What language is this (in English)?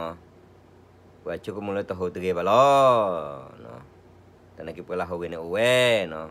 S'gaw Karen